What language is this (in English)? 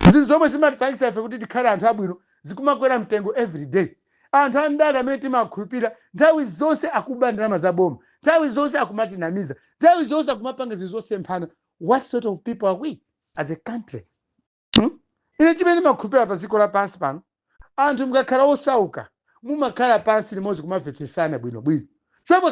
Nyanja